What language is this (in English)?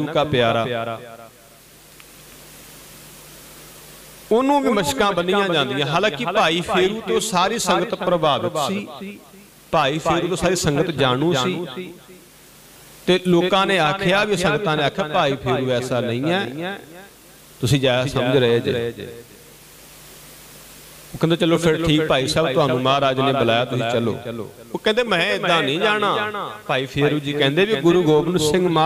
Punjabi